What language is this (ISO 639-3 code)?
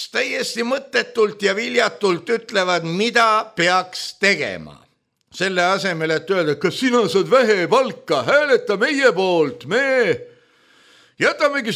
est